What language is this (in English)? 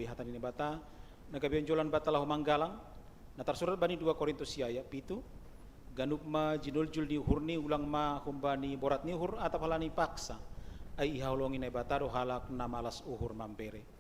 Batak Simalungun